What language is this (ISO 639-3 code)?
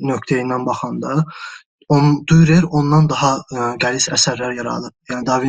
aze